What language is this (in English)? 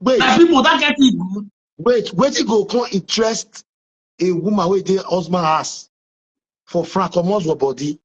Nigerian Pidgin